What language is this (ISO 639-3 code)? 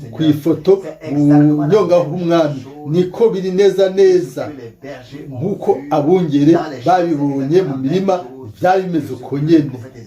run